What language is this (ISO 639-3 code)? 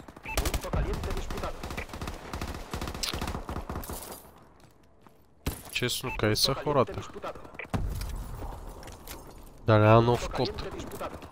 bul